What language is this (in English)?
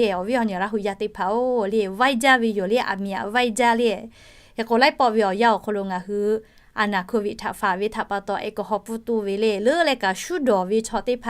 Lahu